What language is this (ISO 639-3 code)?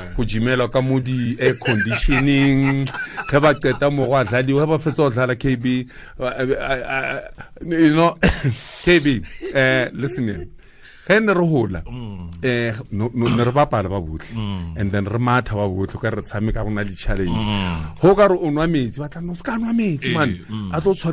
tsn